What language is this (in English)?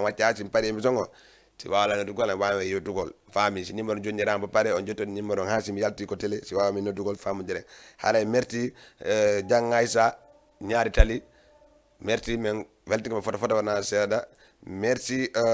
Fula